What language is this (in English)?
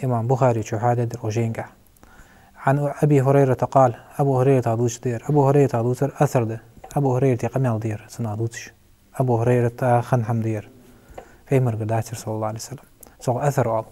Ingush